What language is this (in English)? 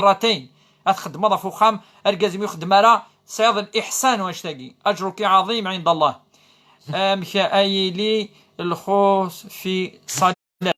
Kabyle